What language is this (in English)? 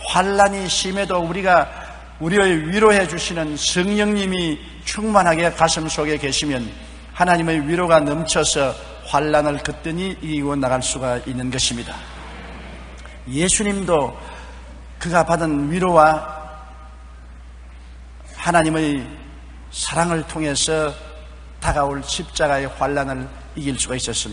Korean